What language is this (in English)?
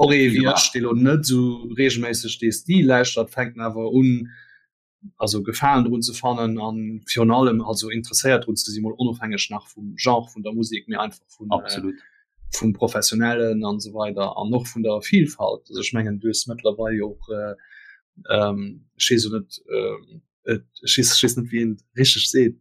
Luxembourgish